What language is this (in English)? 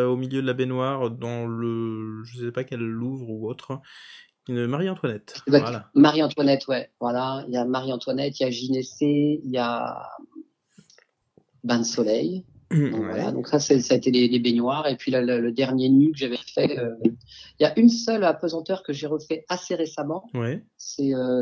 French